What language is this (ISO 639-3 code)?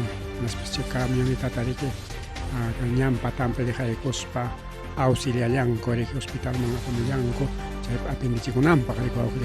quy